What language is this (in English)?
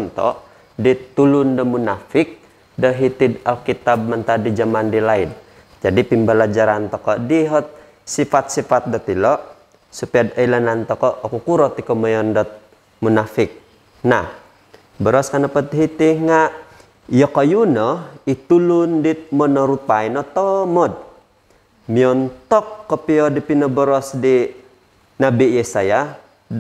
Central Dusun